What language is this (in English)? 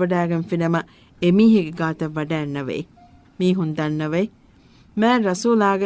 Divehi